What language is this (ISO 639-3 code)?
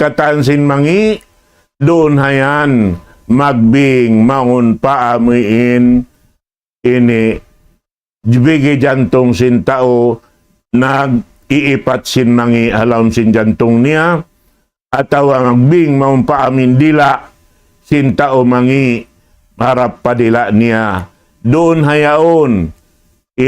tsg